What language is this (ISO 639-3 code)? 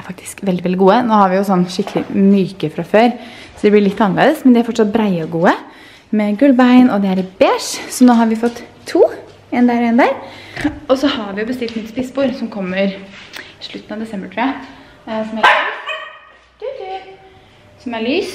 nor